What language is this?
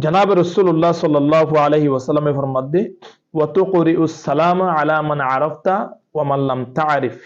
Rohingya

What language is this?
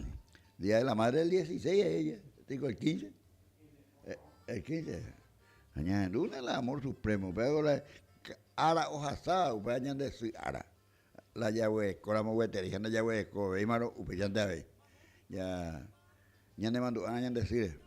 Guarani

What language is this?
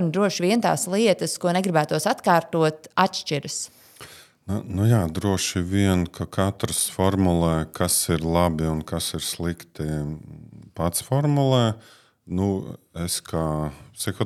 Latvian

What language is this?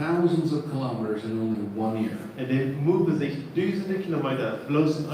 Plautdietsch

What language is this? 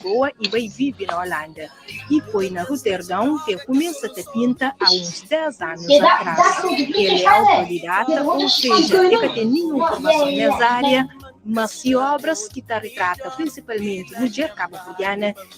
Kabuverdianu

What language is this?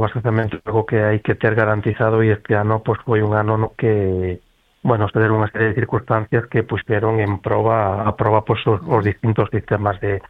Galician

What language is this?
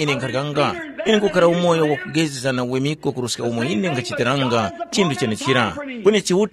Tumbuka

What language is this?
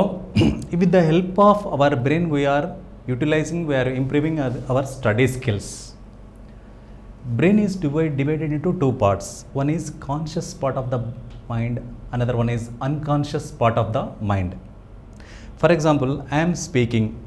Telugu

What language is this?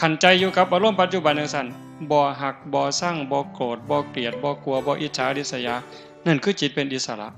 Northeastern Thai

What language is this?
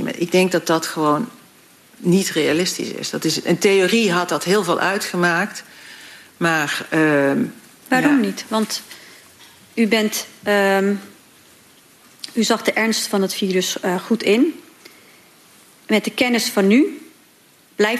Dutch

